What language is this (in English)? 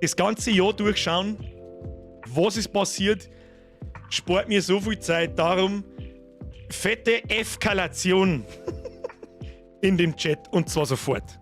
Bavarian